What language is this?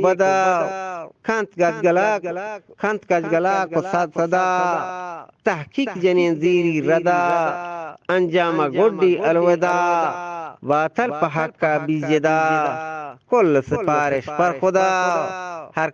Eastern Balochi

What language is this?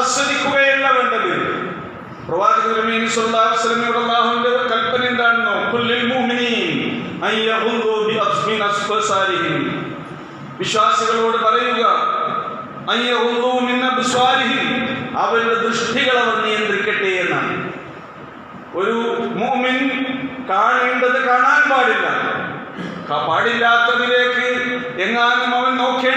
Malayalam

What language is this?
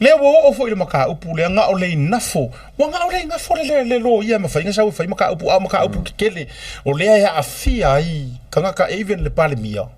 Samoan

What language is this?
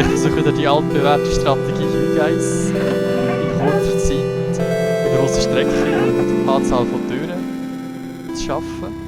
Swiss German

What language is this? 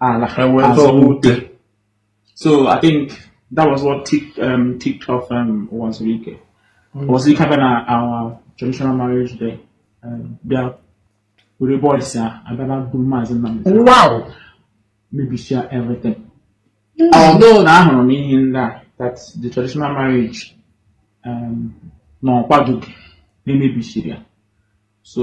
Igbo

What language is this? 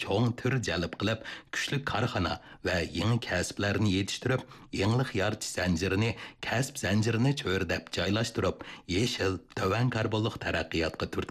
Uyghur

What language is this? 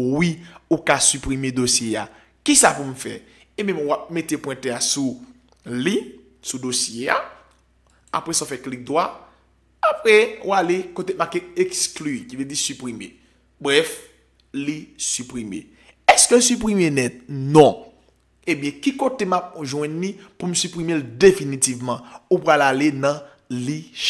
Haitian Creole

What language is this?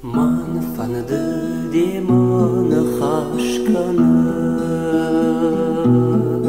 Ossetic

